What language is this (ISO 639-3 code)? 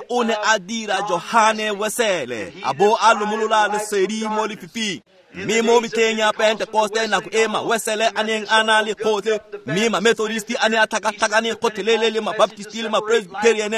tsn